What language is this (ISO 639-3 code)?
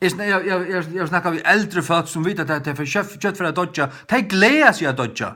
fao